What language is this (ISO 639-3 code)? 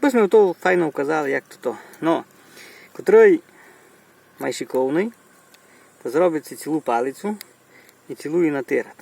rue